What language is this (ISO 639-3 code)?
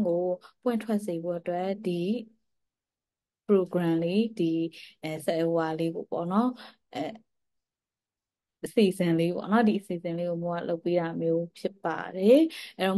mya